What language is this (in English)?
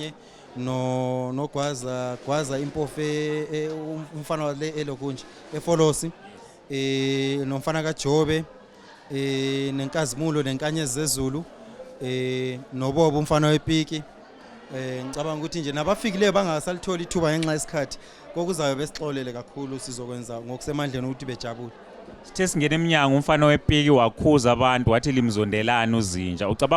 Zulu